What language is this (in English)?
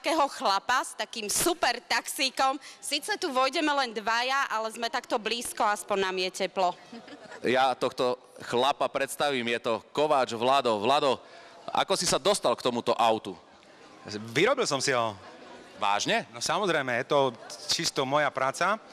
Slovak